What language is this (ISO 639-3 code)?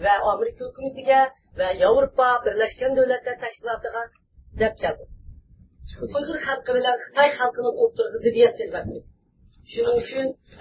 uig